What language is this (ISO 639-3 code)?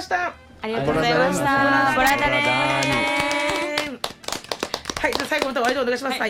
jpn